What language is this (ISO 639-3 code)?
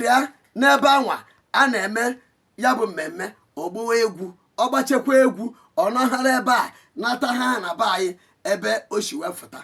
ibo